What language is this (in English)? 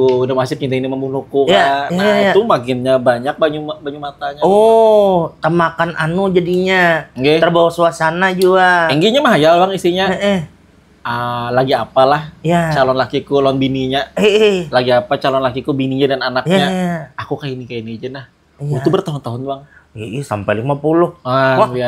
Banjar